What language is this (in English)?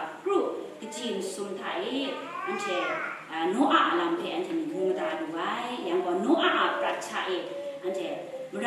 Kachin